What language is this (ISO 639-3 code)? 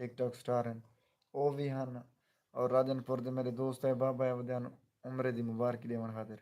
skr